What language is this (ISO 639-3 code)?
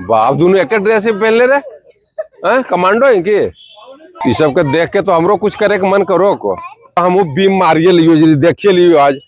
mag